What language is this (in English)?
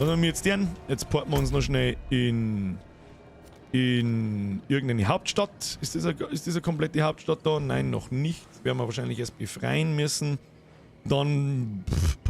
Bavarian